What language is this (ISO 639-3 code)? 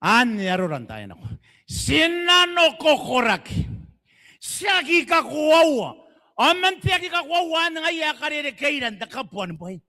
gil